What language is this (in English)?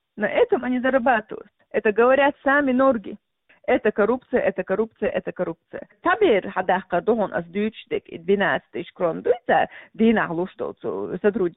Chechen